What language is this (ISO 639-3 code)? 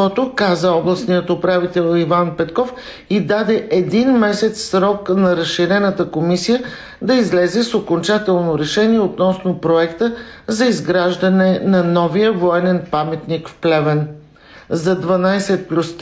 bul